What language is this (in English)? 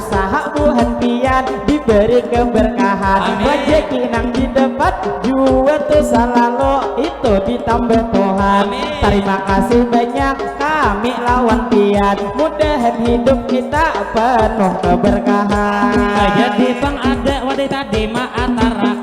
Banjar